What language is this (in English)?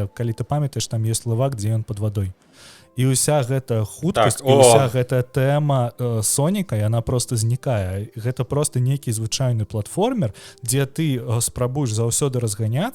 Belarusian